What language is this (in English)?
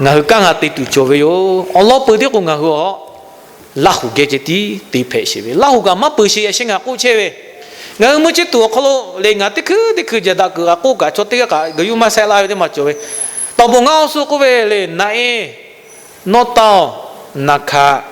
Lahu